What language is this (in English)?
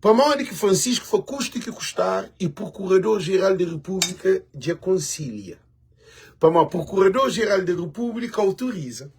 Kabuverdianu